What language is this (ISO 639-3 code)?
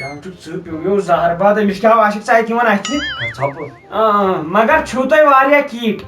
kas